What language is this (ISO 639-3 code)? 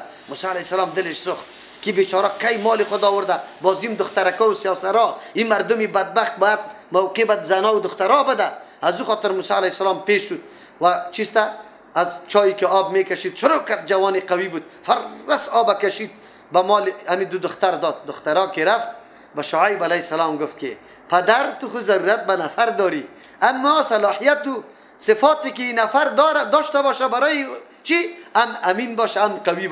fas